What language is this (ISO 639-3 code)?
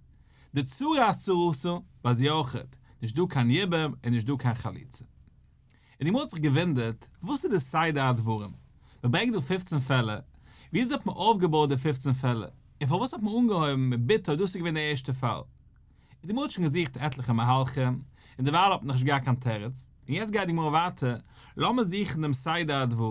yid